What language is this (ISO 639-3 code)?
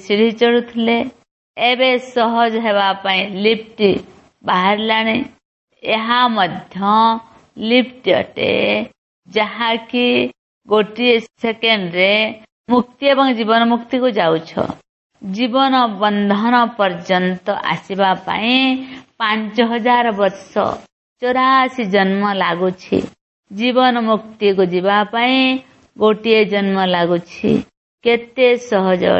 ori